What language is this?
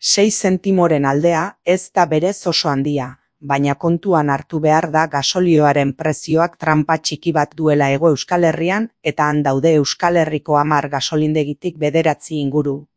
Basque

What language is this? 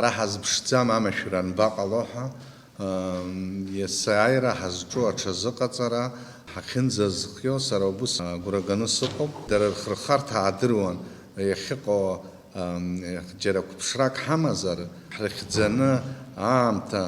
Abkhazian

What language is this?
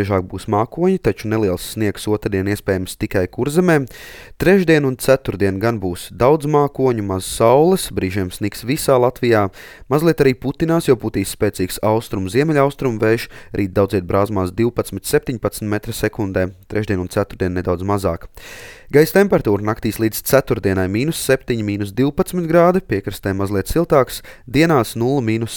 Latvian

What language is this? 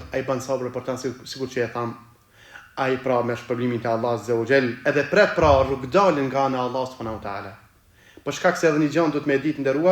Albanian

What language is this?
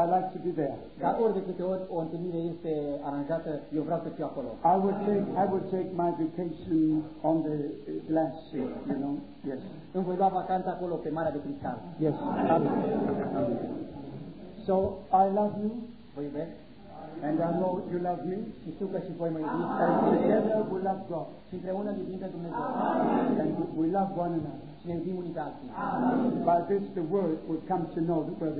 Romanian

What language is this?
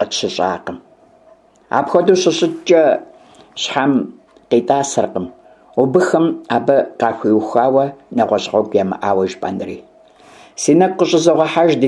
Kabardian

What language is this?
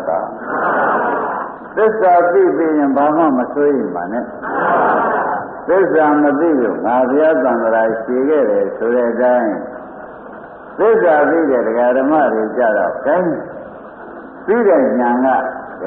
Burmese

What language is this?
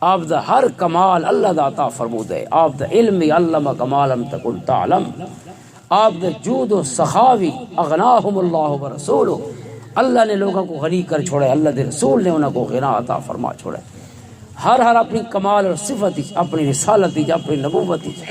Western Panjabi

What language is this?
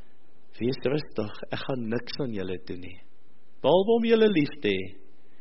Afrikaans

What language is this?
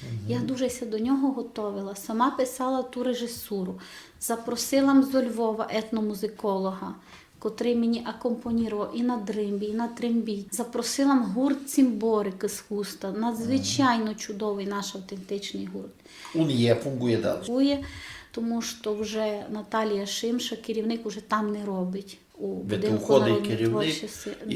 Rusyn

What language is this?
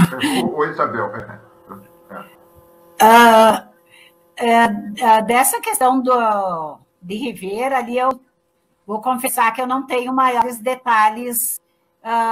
Portuguese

